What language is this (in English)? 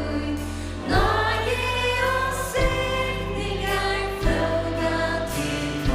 Faroese